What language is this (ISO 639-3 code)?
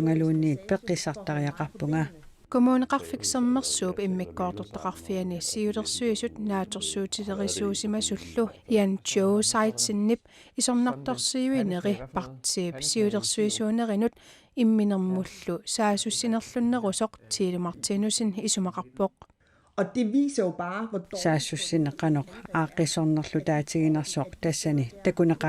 kal